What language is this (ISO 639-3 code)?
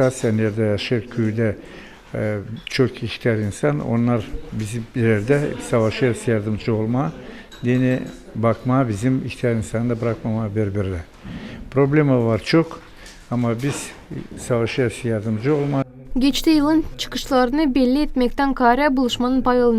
gag